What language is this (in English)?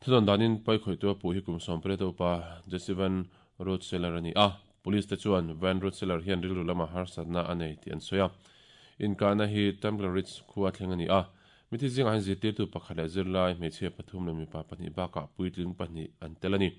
Mizo